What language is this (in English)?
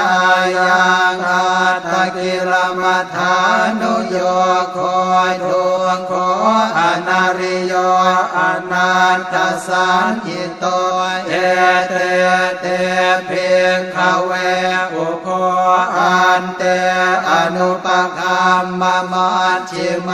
Pali